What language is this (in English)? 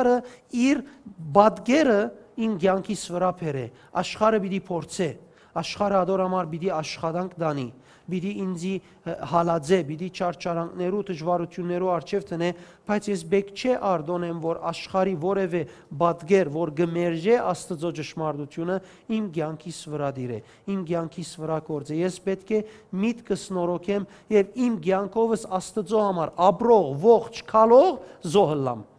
Western Armenian